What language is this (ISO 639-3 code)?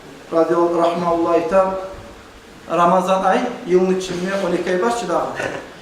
kum